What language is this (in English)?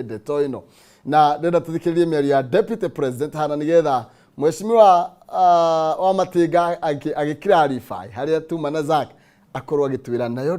Kikuyu